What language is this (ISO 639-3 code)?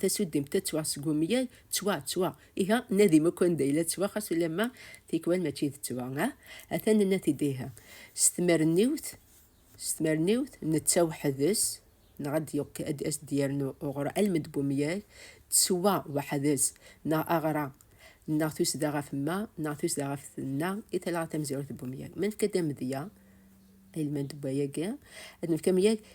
kab